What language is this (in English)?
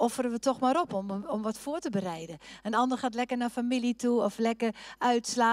Dutch